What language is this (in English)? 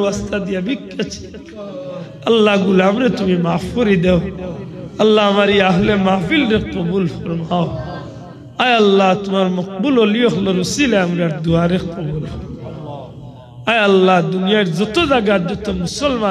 Sylheti